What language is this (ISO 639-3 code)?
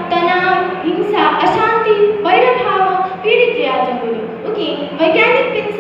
new